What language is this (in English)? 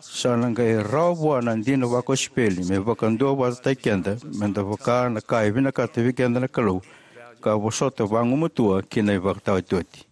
Fijian